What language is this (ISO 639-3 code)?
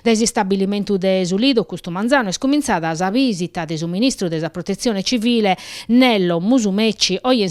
srd